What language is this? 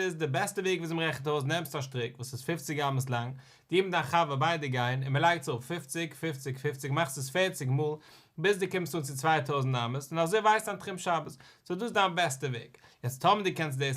Yiddish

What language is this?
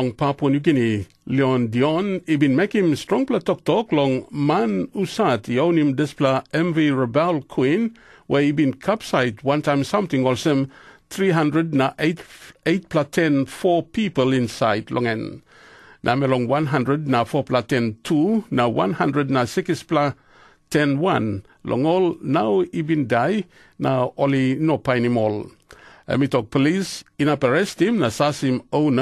Tok Pisin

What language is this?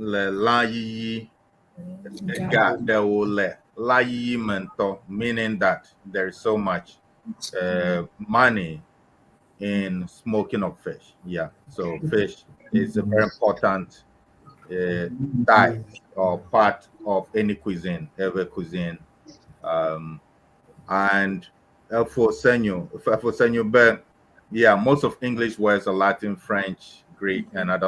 Ewe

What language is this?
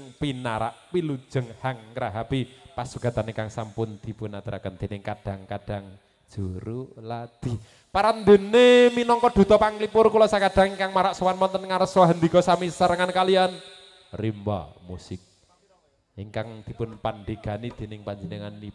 Javanese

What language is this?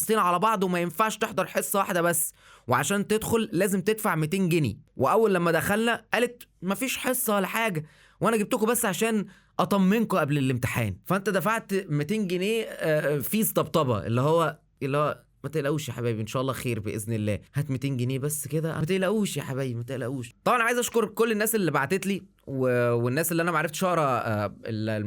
Egyptian Arabic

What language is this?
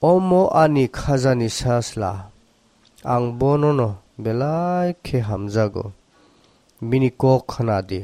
Kok Borok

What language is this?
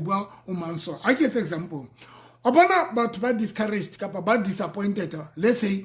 Southern Sotho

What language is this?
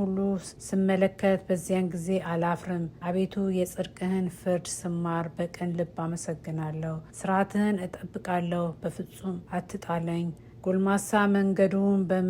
Amharic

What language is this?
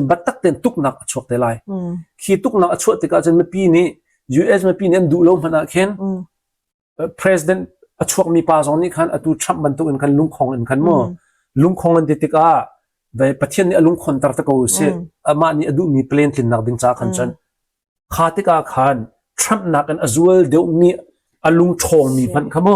Hakha Chin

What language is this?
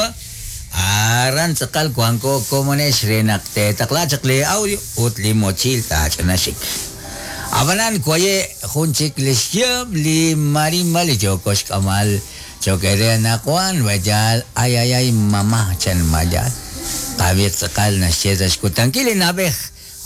Kekchí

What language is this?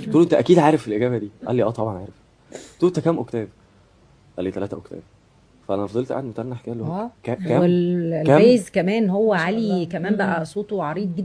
Egyptian Arabic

